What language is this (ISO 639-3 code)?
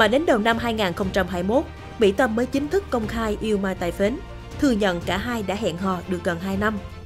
vie